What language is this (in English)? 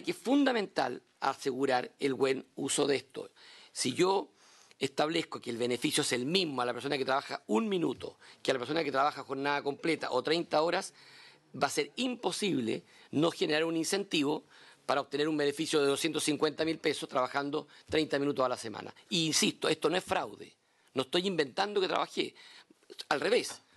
Spanish